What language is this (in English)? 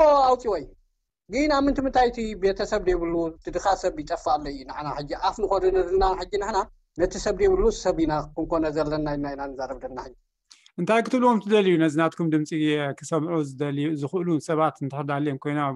Tigrinya